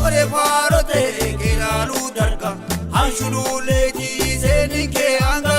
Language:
Sidamo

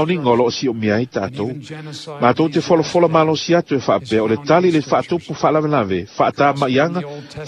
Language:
Samoan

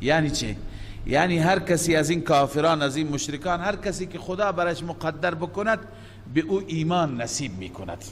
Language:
Persian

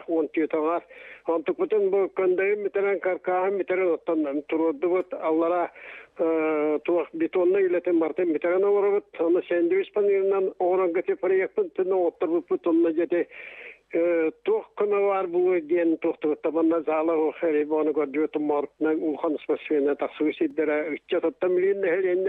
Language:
Yakut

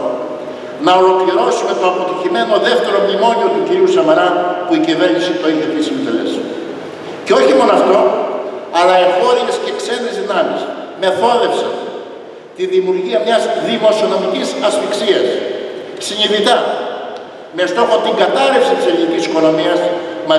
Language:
Greek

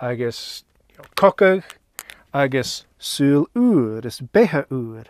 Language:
Scottish Gaelic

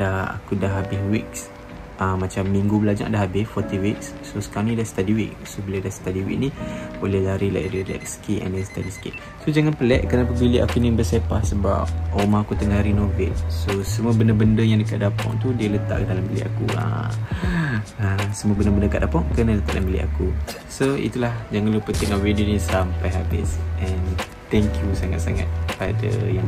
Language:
Malay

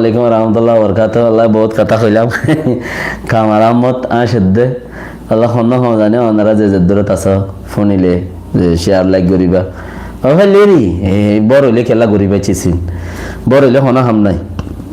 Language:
Rohingya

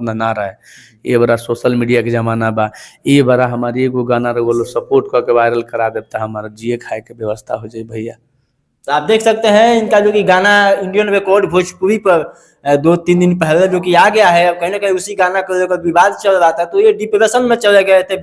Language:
Bhojpuri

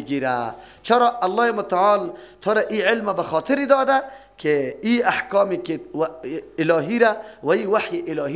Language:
Persian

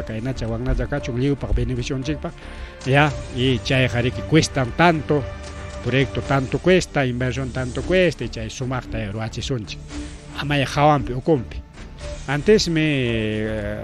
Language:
Ayacucho Quechua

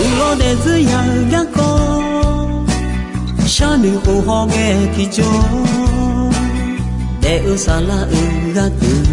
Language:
Akha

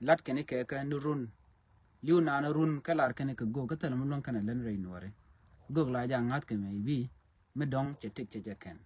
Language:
Nuer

